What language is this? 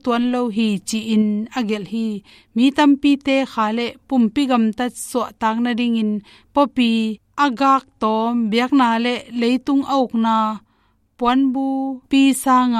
Tedim Chin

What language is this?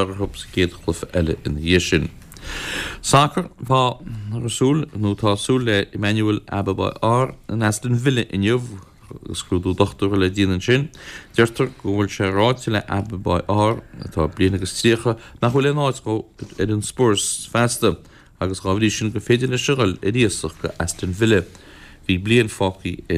Irish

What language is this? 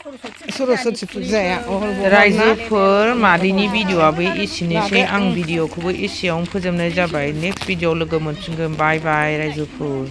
Bodo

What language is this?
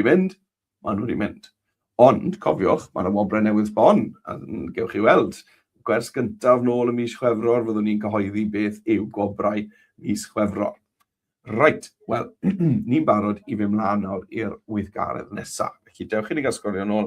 Welsh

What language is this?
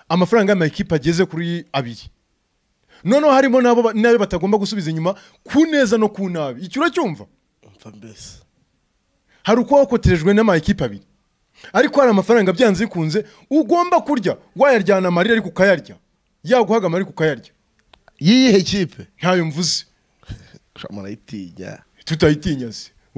Kinyarwanda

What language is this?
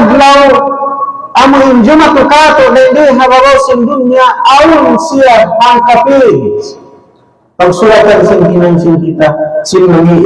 Tausug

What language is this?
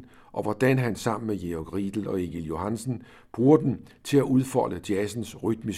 Danish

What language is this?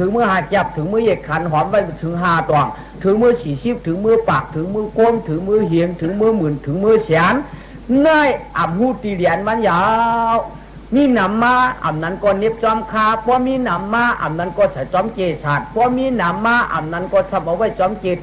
Shan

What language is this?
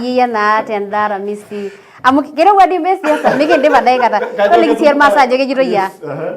Masai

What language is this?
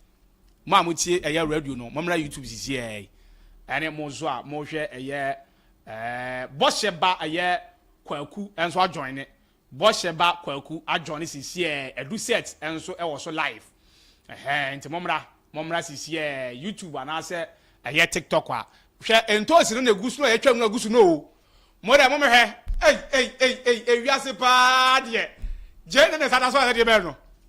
Akan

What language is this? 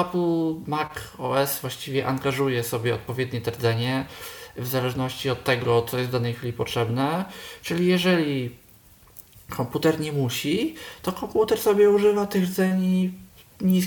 Polish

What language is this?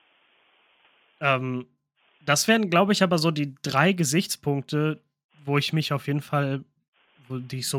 German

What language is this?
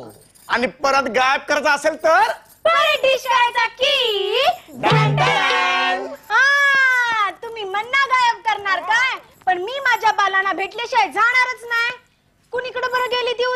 Marathi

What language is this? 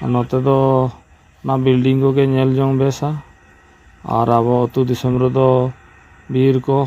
Santali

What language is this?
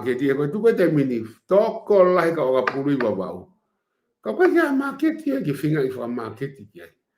Tongan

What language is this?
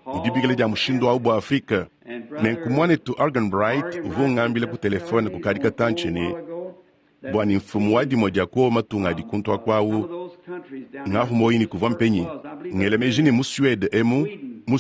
Luba-Lulua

